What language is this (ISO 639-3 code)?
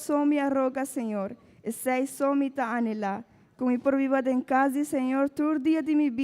pap